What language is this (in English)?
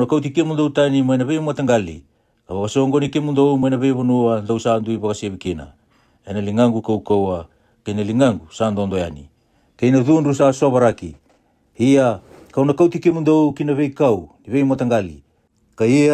Fijian